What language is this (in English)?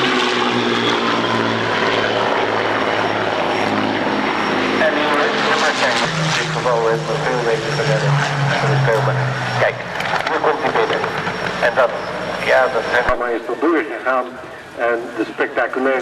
Dutch